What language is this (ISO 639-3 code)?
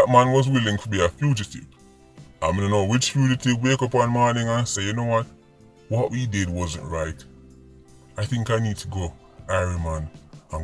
jam